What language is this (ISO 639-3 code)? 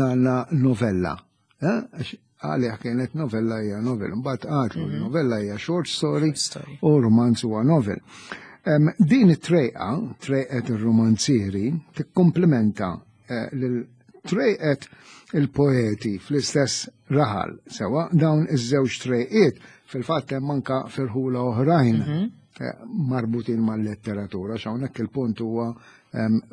mlt